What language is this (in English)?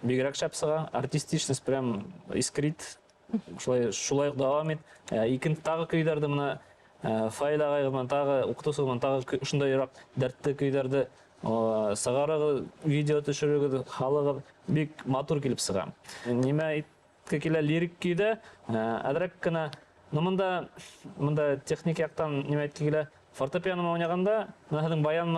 Bashkir